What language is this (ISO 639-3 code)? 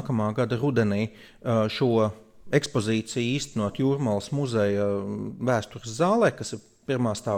lav